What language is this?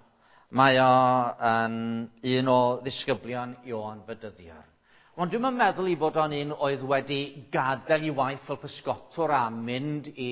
Welsh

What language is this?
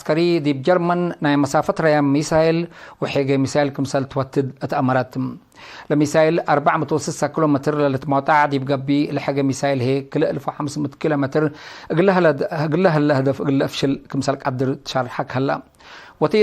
Tigre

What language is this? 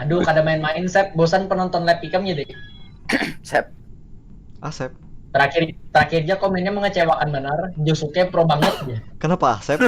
Banjar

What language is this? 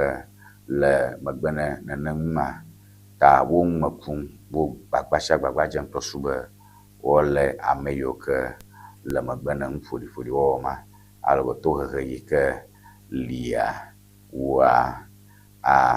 Ewe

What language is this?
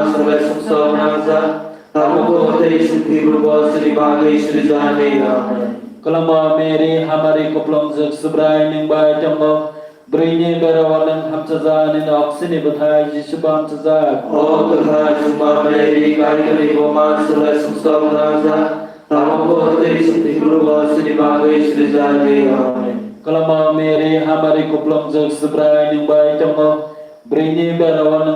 Kok Borok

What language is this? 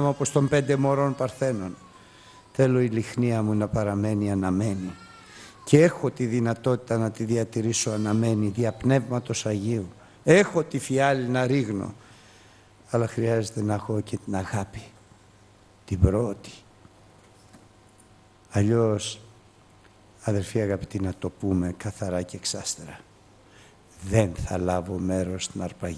Greek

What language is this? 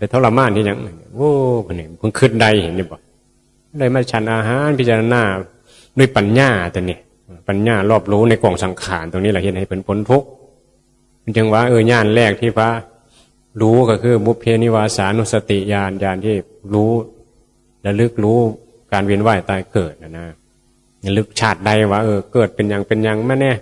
Northeastern Thai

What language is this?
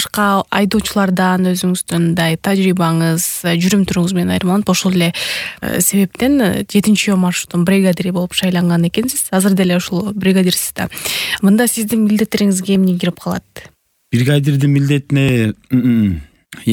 Kyrgyz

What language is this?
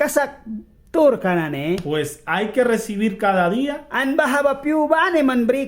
Mískito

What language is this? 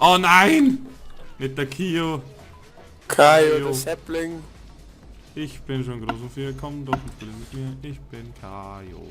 Bavarian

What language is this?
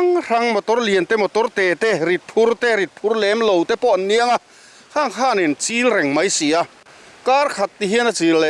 Mizo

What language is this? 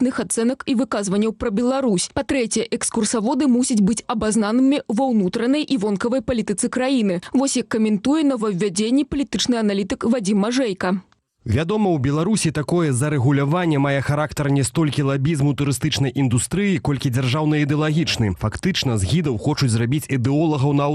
Belarusian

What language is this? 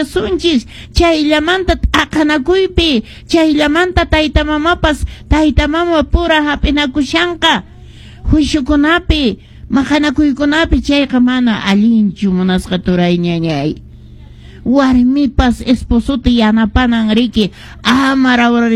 Quechua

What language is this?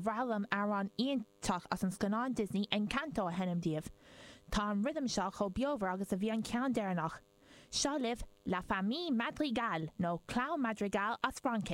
Irish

